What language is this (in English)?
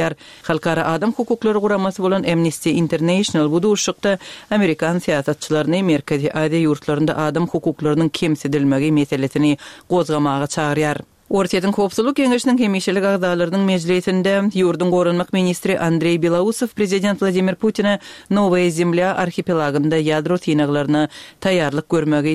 Turkmen